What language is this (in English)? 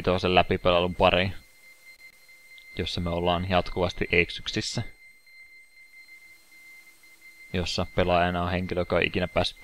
Finnish